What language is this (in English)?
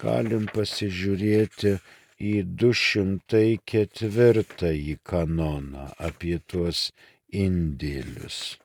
Lithuanian